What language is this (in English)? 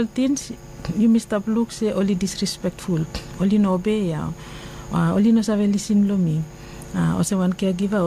Bislama